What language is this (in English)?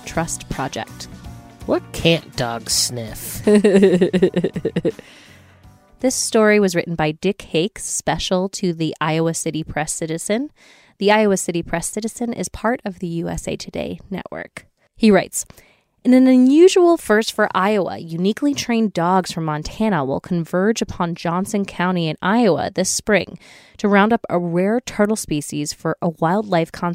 English